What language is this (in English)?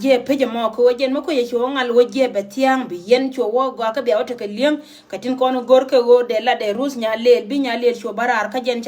Nuer